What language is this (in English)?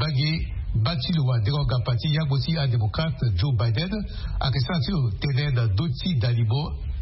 Sango